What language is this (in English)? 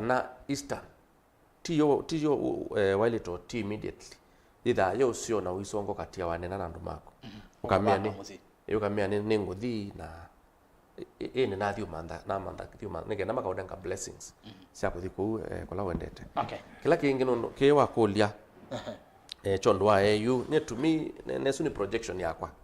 Kamba